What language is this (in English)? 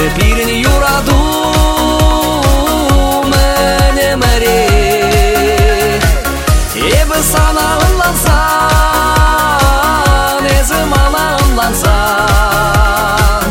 Chuvash